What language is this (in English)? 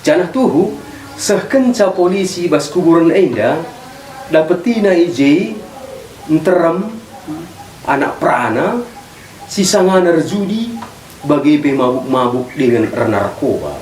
Batak Karo